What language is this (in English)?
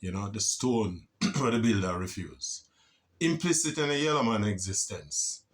Jamaican Creole English